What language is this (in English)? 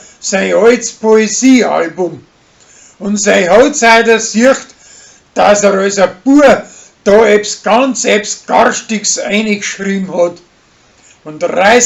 Bavarian